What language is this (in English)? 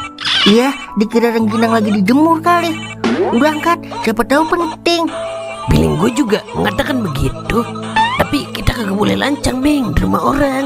Betawi